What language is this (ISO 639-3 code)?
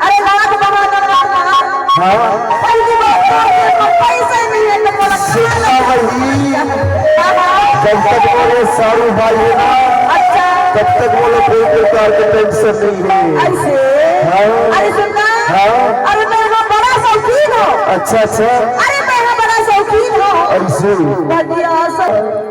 hne